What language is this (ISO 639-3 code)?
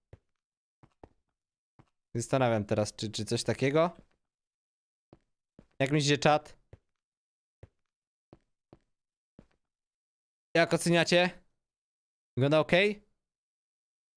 pol